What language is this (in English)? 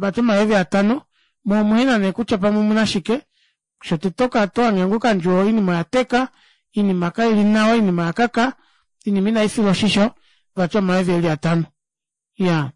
Kuanyama